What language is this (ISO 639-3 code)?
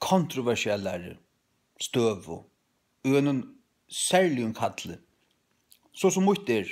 fao